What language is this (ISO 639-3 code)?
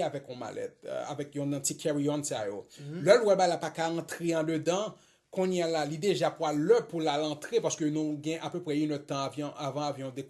hat